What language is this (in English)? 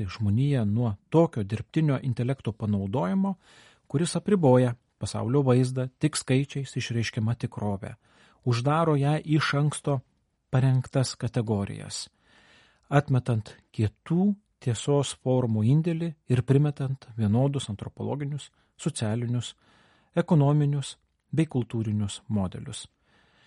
Lithuanian